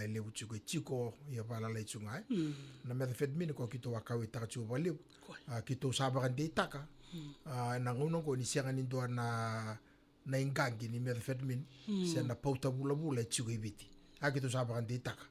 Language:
Fijian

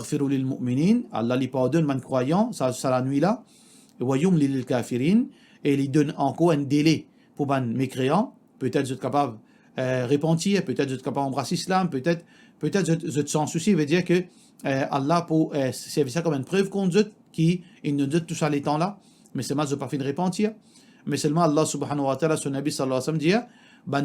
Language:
Morisyen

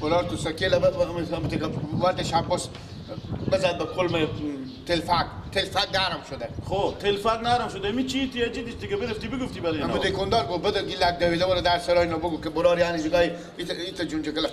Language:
Persian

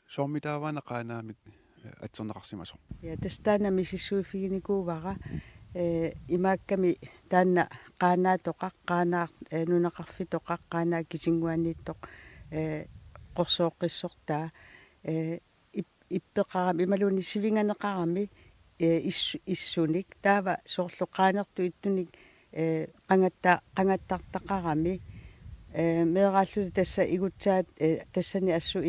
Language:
Kalaallisut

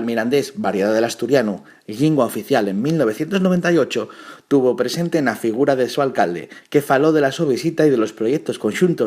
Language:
Asturian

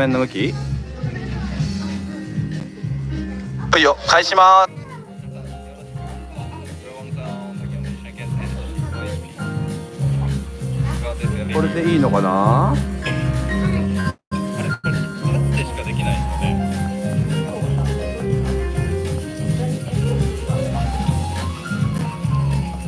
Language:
Japanese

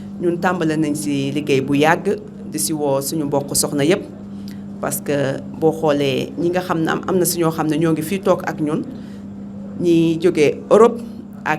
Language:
Wolof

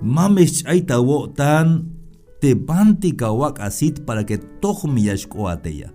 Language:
Tzeltal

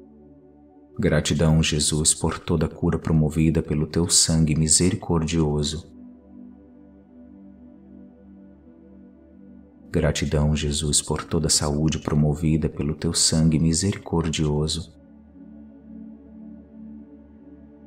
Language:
Portuguese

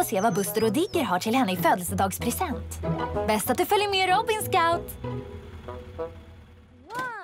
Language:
Swedish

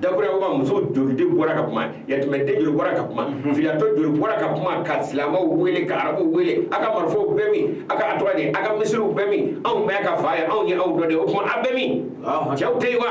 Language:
Bambara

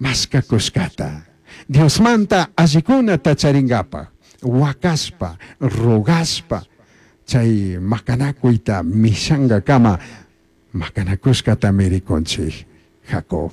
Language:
Chimborazo Highland Quichua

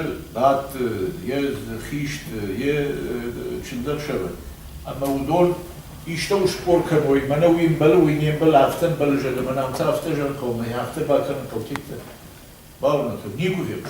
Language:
Ossetic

